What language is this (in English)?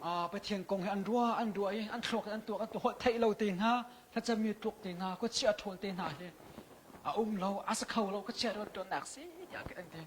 Hakha Chin